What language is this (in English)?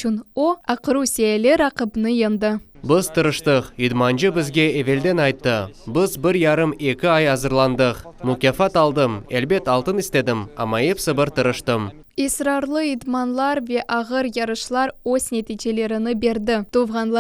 Crimean Tatar